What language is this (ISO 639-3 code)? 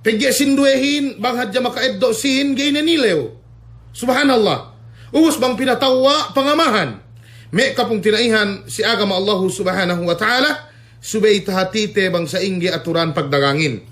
yka